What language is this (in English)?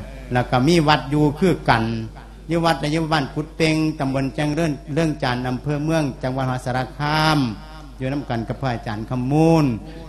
Lao